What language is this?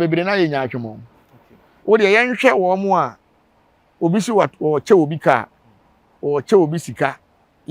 Akan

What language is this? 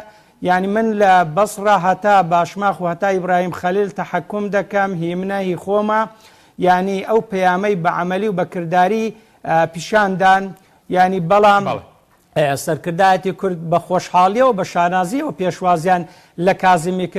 Central Kurdish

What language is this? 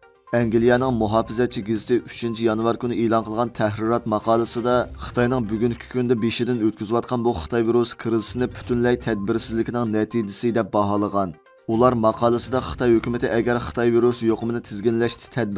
Uyghur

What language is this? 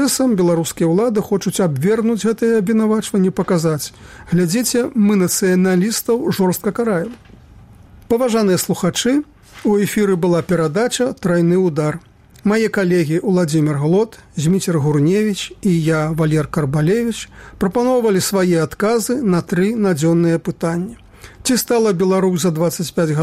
Belarusian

